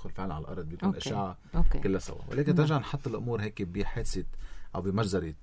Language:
North Levantine Arabic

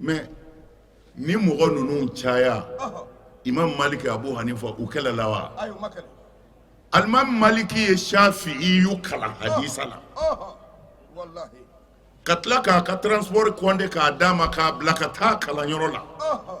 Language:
Bambara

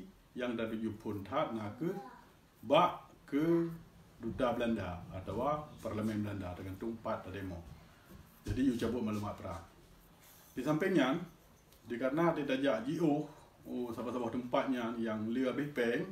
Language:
Achinese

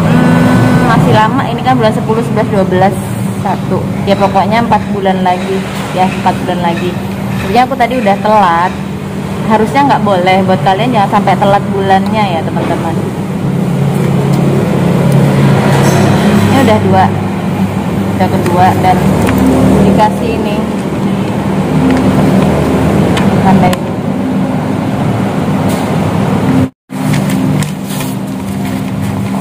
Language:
Indonesian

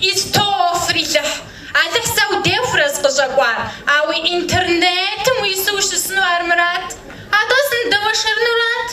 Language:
Kabardian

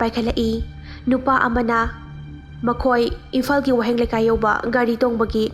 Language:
Manipuri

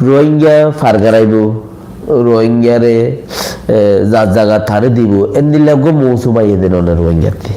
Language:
Rohingya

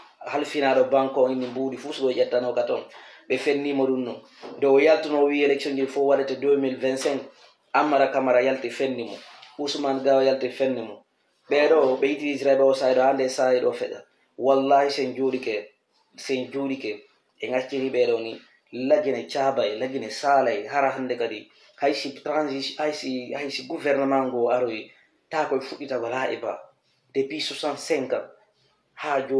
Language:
Fula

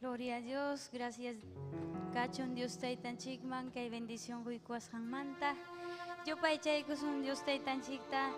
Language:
Ayacucho Quechua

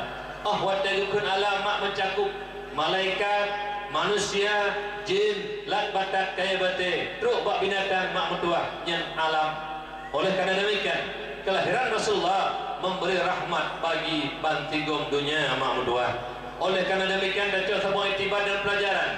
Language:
Achinese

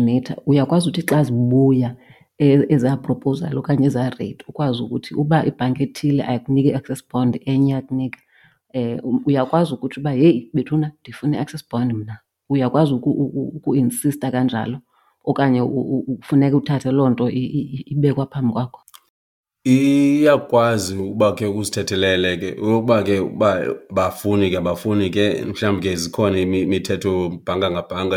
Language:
Xhosa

